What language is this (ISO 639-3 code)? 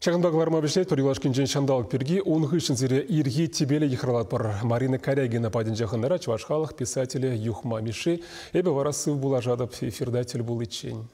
chv